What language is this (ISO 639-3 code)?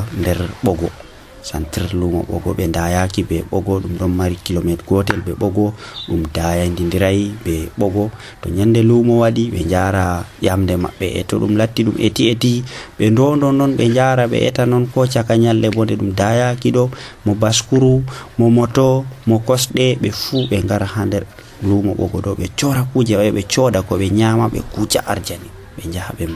fuv